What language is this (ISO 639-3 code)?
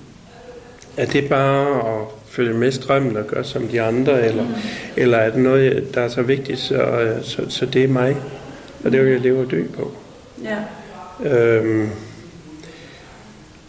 dan